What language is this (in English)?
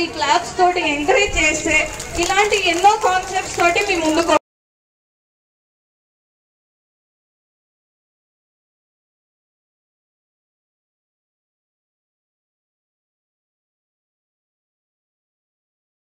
Telugu